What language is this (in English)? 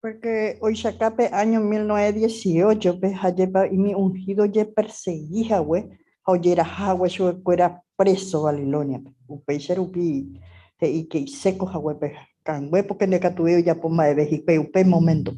Guarani